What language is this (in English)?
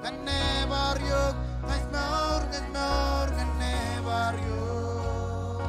Marshallese